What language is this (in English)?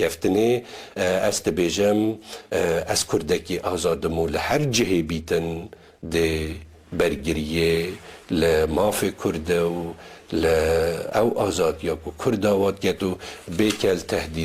Kurdish